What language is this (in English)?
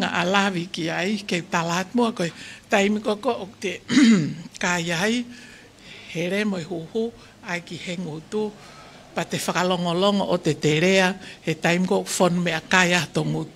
Tongan